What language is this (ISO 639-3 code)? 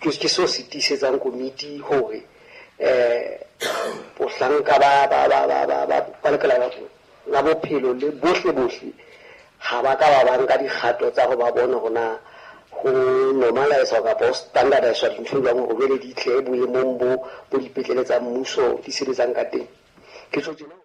sot